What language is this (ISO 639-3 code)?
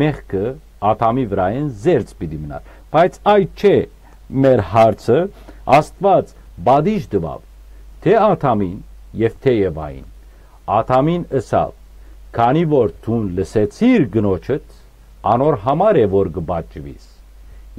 hyw